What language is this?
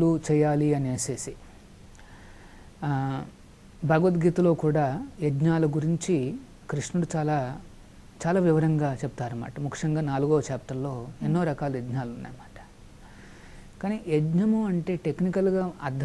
Telugu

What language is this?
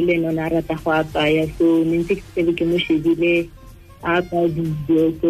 Tswana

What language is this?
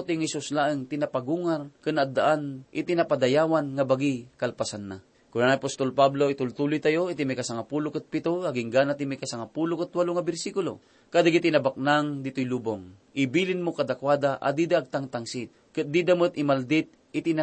Iloko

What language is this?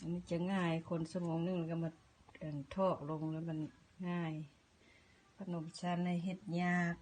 Lao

